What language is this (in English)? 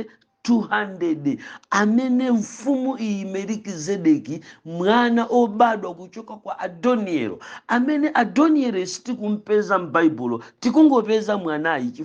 Nyanja